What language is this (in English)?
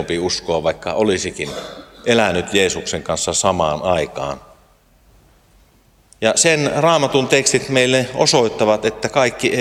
Finnish